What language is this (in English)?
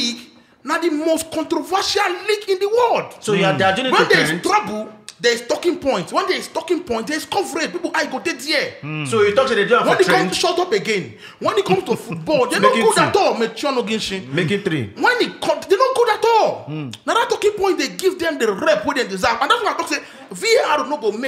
Nigerian Pidgin